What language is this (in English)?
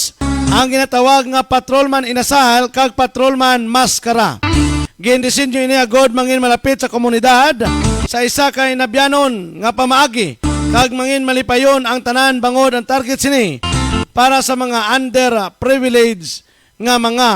Hiligaynon